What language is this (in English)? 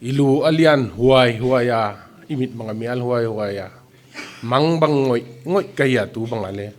Paite Chin